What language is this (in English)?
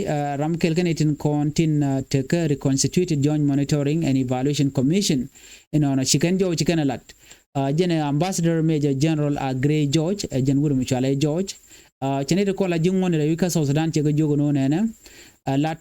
Nuer